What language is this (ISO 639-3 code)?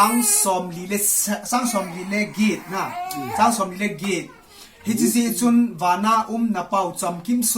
tcz